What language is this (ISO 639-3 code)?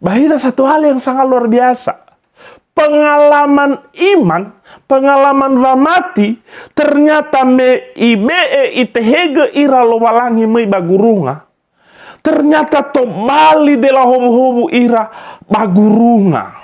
nia